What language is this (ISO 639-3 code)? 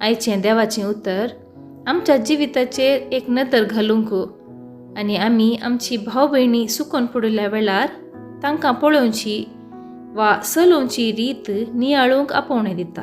kok